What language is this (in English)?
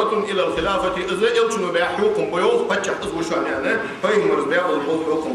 Ingush